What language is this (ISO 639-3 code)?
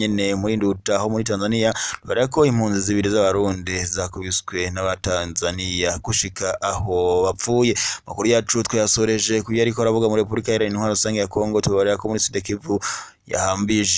run